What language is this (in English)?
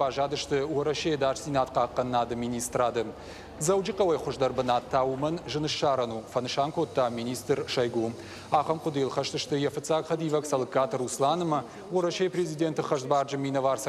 Ossetic